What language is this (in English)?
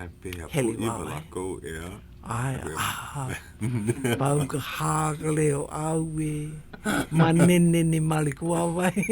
Hawaiian